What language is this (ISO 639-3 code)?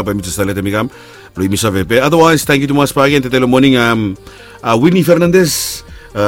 bis